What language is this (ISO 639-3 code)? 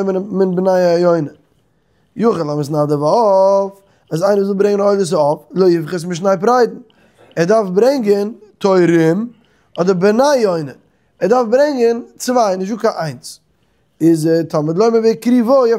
yid